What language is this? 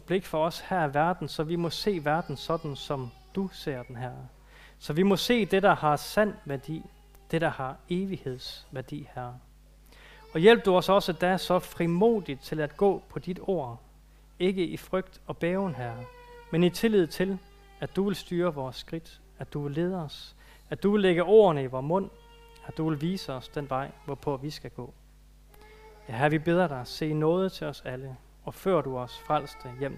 Danish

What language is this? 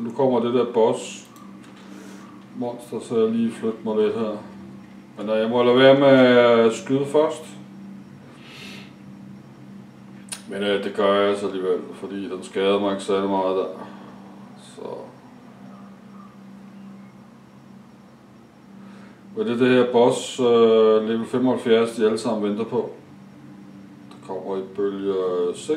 Danish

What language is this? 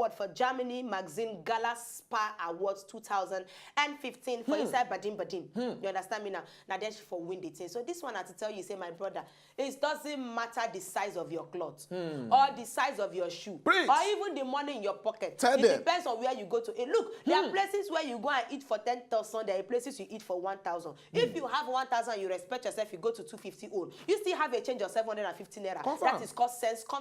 Nigerian Pidgin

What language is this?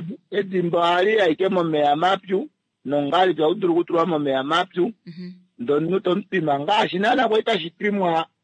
Kuanyama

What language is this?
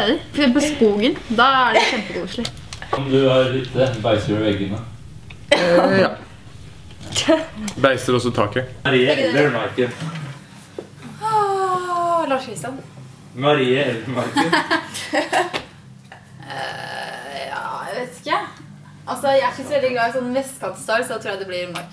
Norwegian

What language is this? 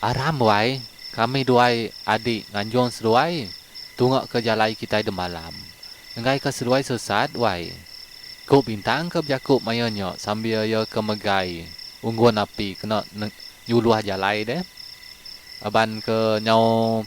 Iban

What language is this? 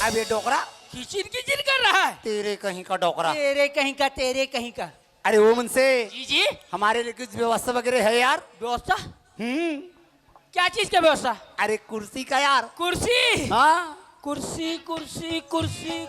Chhattisgarhi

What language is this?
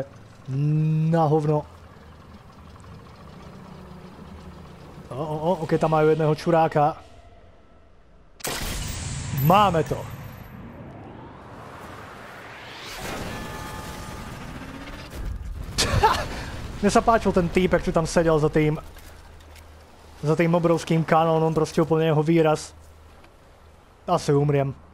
Slovak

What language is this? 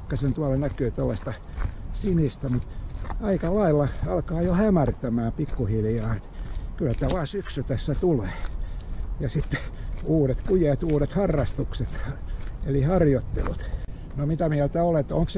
Finnish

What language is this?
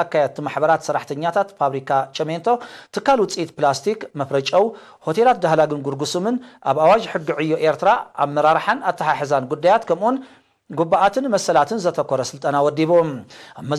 Tigrinya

